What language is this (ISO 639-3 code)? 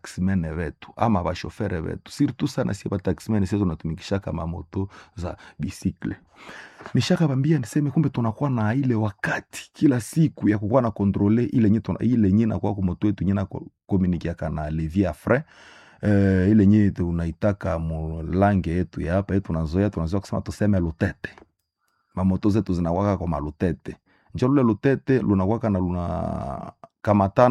swa